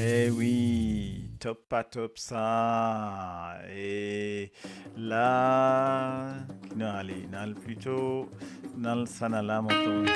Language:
Morisyen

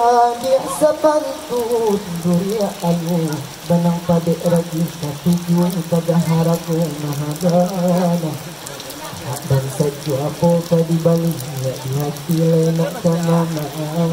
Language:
Minangkabau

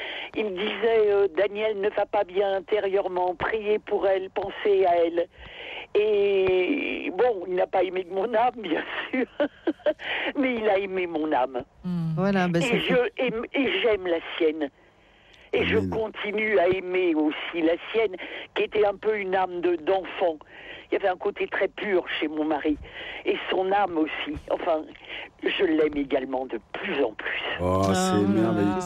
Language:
French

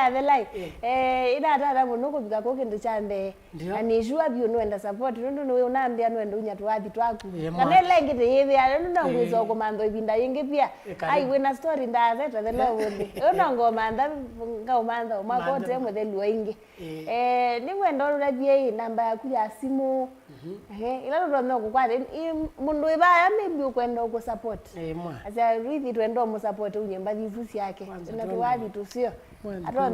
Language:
Kamba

